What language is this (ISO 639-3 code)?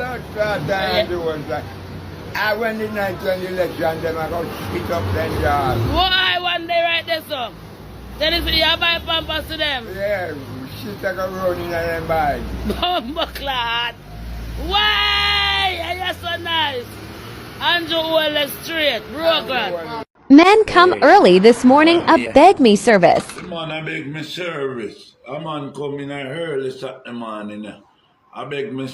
jam